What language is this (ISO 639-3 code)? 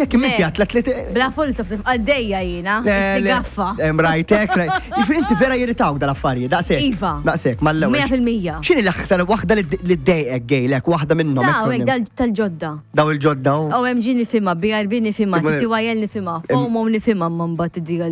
mlt